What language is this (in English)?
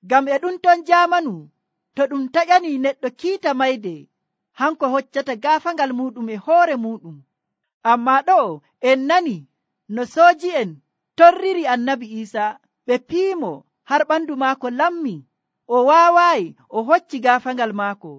Nigerian Fulfulde